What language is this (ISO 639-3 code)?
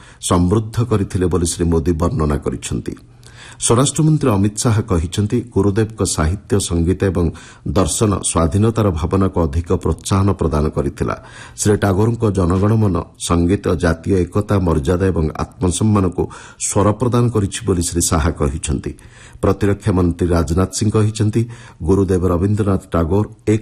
ori